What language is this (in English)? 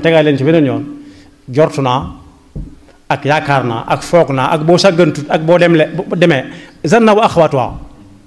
Wolof